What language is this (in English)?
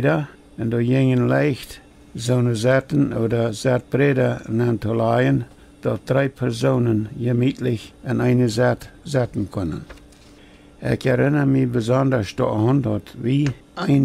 Plautdietsch